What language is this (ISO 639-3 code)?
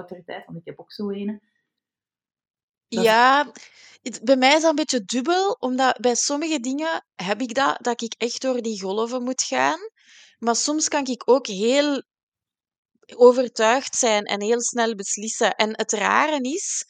nld